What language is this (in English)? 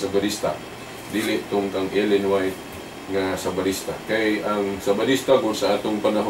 Cebuano